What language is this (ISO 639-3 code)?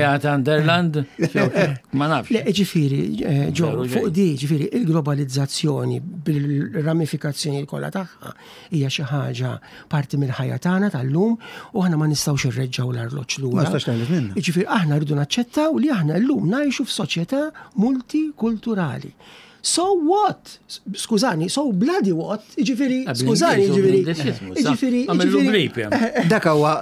mlt